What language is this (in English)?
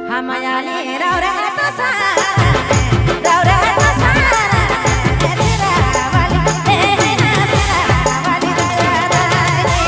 Sadri